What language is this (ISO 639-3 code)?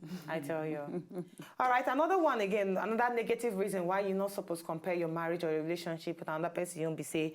pcm